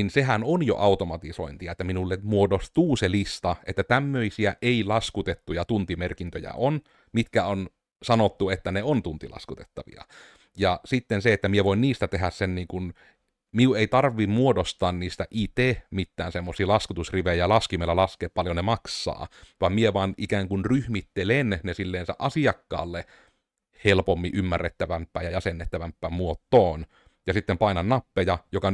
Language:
Finnish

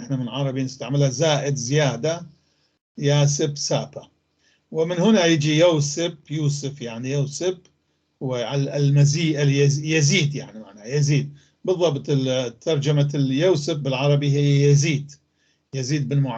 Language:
North Levantine Arabic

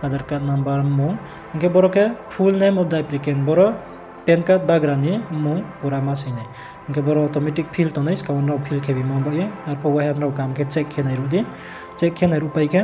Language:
Riang (India)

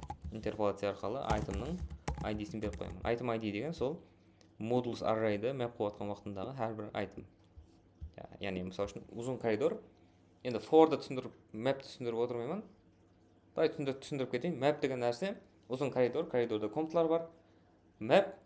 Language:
Kara-Kalpak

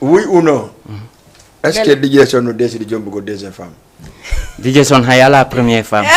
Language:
Fula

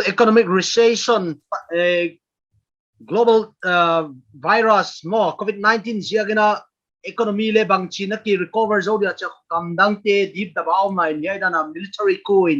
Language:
Paite Chin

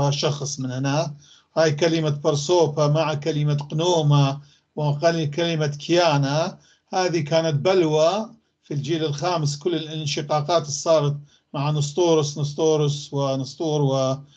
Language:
North Levantine Arabic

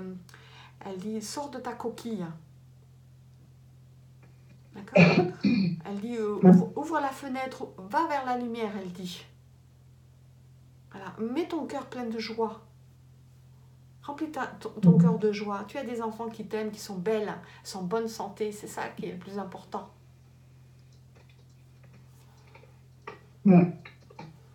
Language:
French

